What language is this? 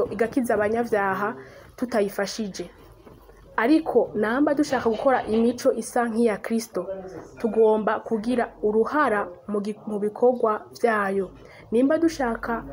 Rundi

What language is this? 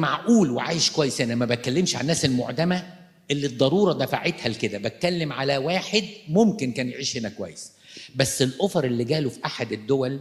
Egyptian Arabic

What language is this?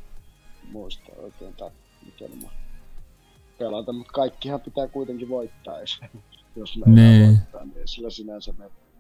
Finnish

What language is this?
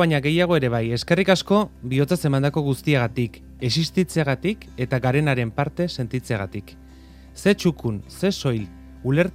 Basque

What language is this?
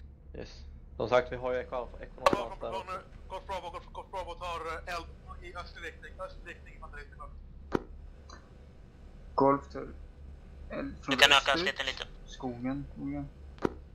Swedish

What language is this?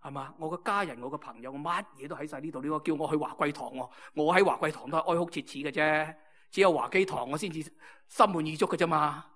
Cantonese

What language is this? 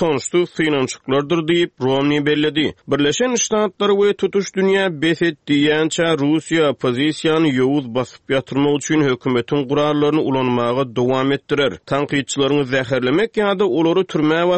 Turkmen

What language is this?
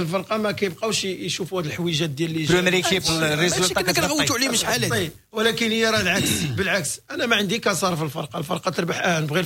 Moroccan Arabic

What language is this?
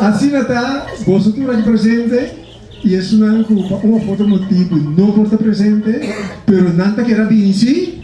Papiamento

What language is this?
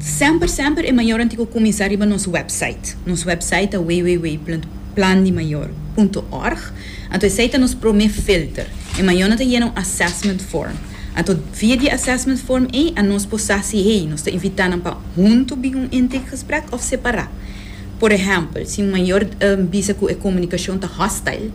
Papiamento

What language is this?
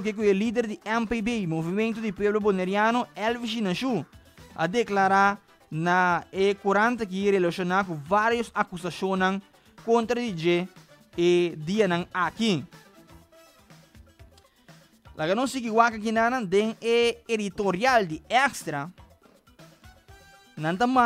Papiamento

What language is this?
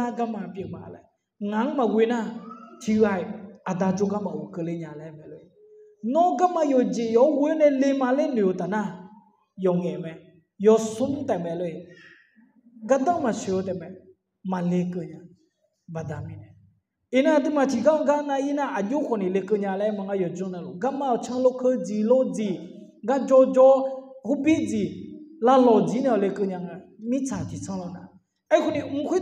Akha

